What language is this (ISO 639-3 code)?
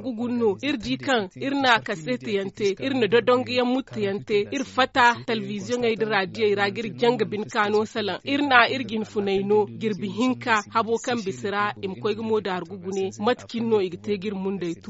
dje